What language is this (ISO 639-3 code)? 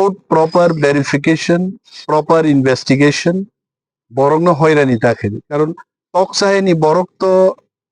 trp